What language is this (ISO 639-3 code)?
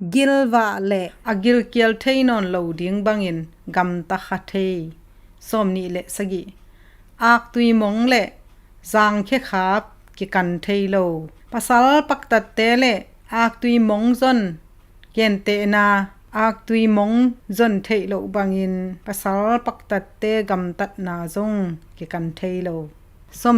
ctd